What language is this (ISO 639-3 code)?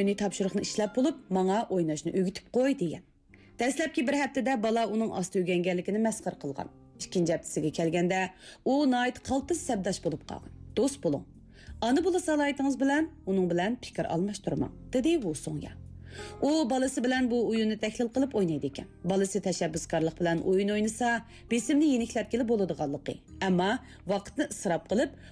uig